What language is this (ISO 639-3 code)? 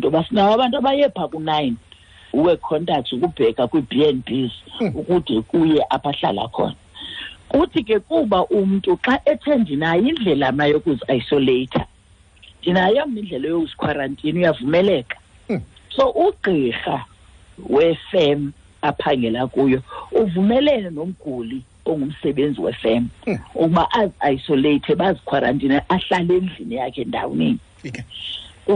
xho